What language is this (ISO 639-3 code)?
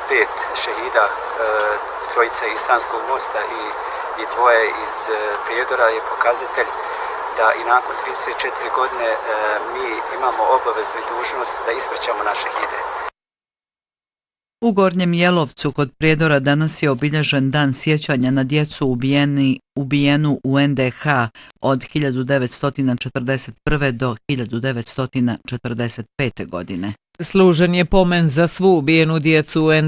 bos